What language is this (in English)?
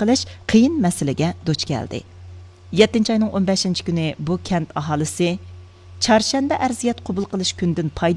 Uyghur